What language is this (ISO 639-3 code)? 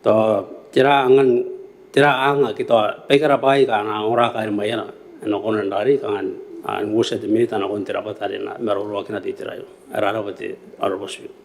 gil